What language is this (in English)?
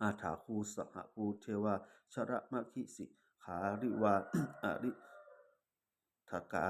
Pali